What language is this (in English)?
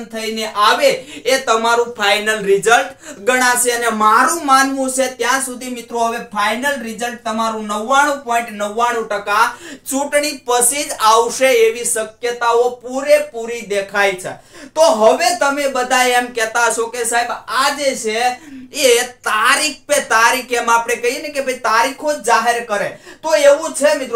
Gujarati